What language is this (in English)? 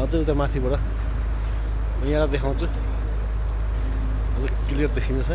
Nepali